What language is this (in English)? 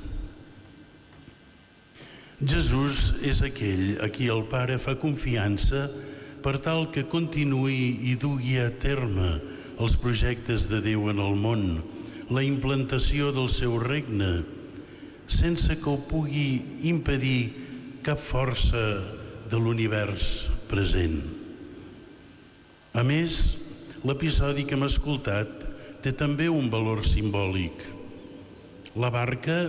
Catalan